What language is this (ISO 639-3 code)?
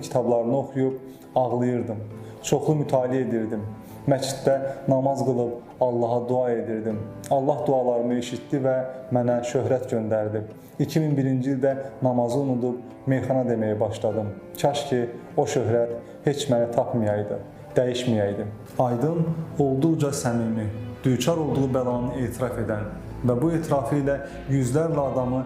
aze